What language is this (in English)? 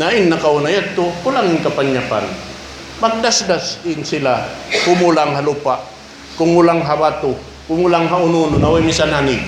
Tausug